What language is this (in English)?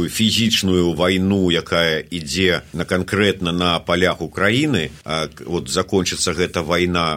Belarusian